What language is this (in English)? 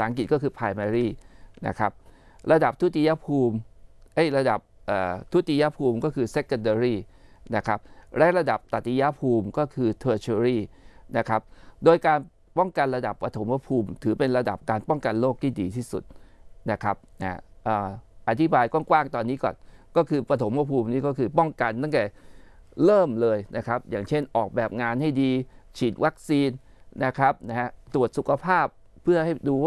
Thai